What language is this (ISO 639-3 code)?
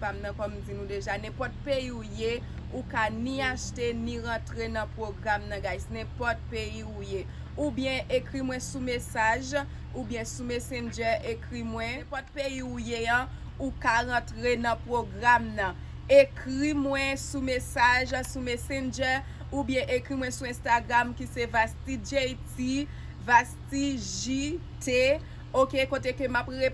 hat